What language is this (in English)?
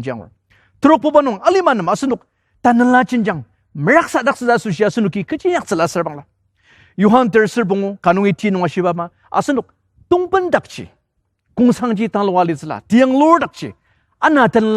Ao Naga